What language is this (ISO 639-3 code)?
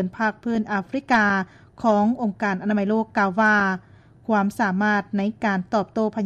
lao